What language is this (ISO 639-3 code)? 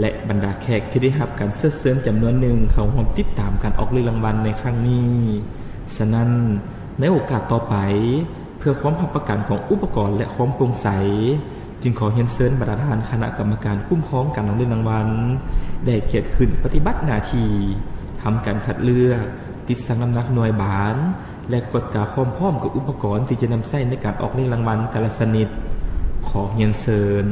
lao